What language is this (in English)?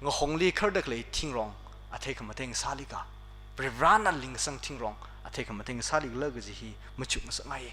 Tangkhul Naga (India)